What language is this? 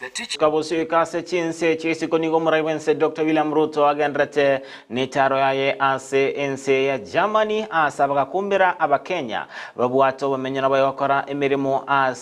Gusii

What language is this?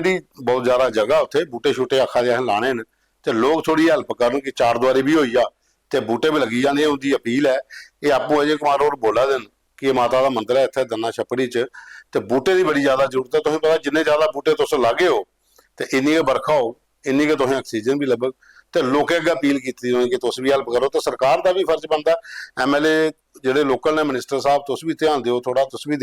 Dogri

